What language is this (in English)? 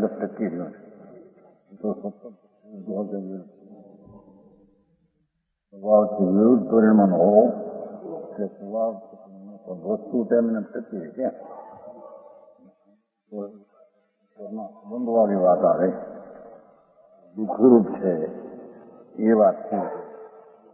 Gujarati